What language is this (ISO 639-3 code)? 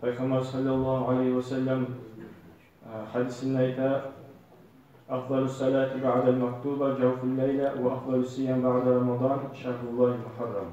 kum